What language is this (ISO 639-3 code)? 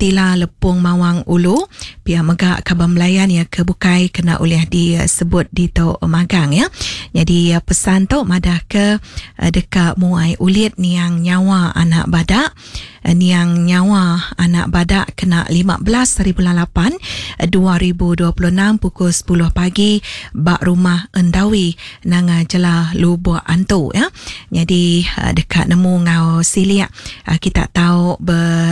iba